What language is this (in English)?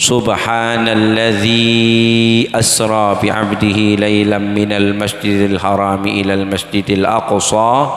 Madurese